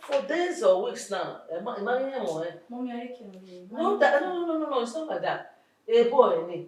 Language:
Bini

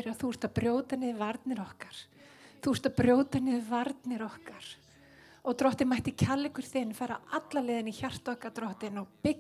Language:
Icelandic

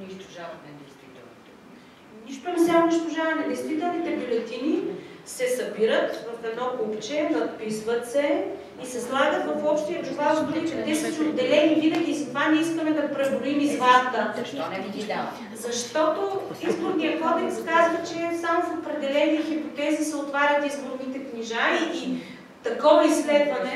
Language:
Bulgarian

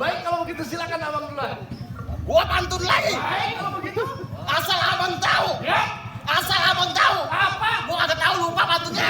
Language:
Betawi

